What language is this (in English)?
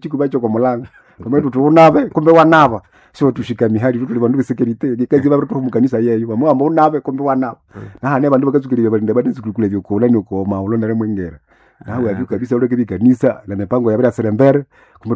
Swahili